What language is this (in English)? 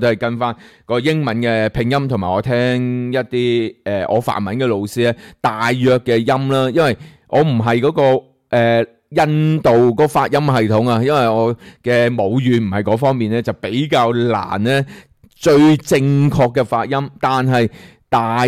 Cantonese